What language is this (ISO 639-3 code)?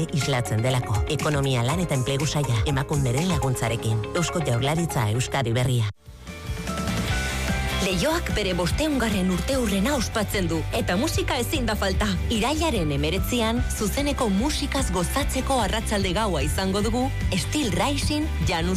eus